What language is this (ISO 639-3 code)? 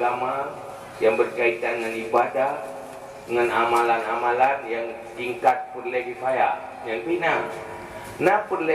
ace